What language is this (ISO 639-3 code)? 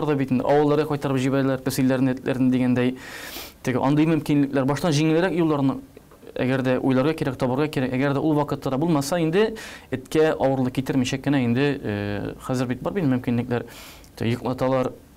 tat